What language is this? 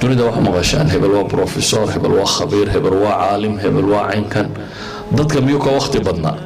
Somali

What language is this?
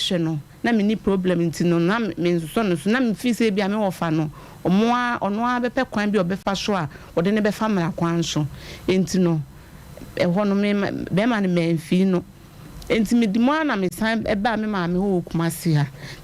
Akan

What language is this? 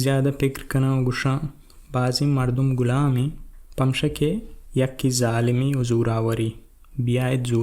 Baluchi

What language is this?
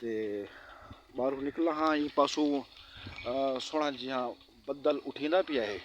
Saraiki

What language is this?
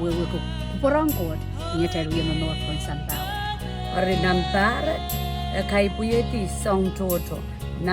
Pohnpeian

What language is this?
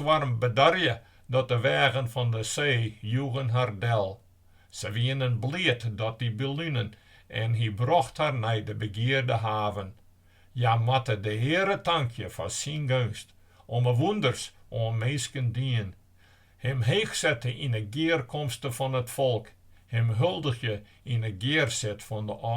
Western Frisian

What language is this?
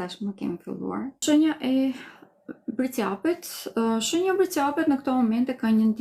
Albanian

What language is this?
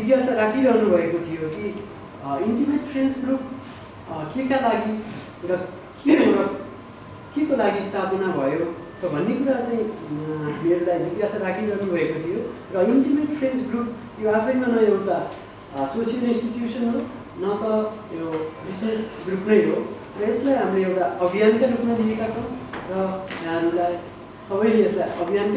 Nepali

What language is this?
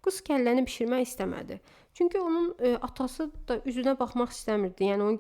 Azerbaijani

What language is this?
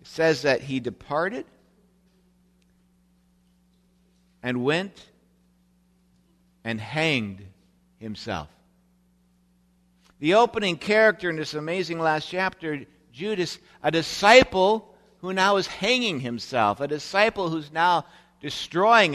English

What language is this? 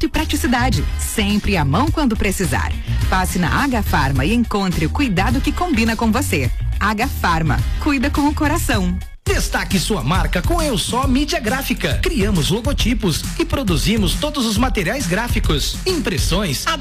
Portuguese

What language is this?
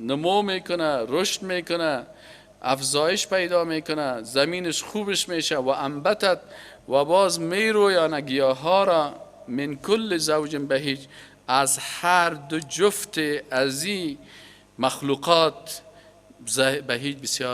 Persian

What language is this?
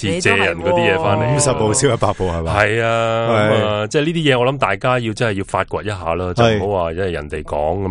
Cantonese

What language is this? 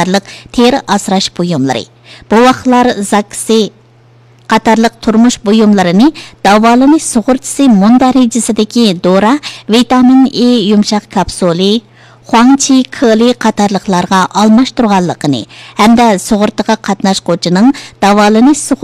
Uyghur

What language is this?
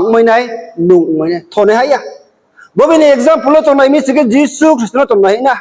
Riang (India)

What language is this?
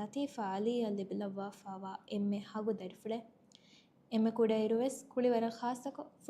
Divehi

